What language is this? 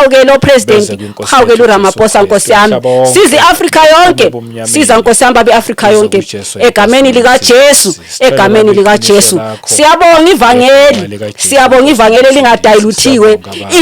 Zulu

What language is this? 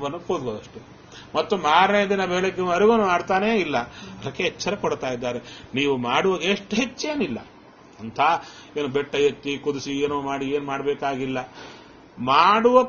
Kannada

